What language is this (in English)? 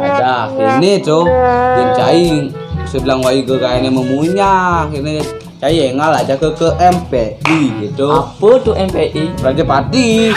Balinese